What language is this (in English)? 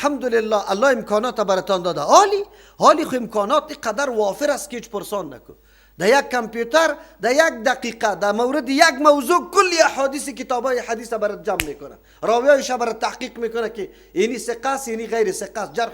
Persian